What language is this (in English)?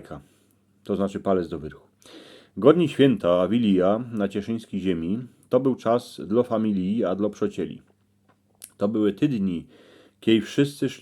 Silesian